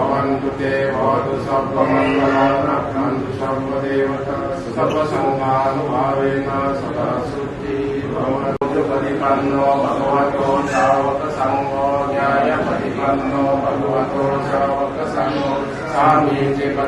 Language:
Pali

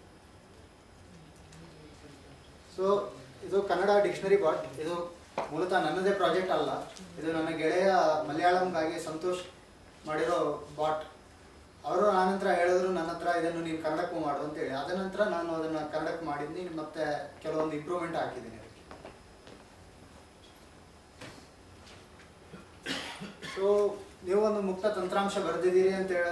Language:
Kannada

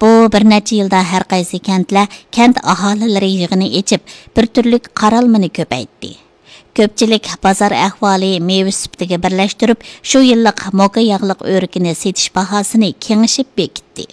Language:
Uyghur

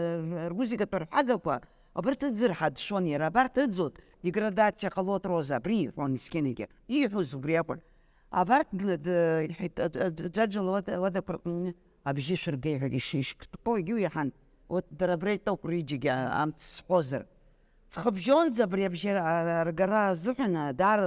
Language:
Abkhazian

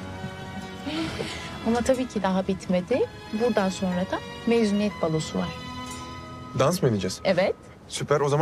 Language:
Turkish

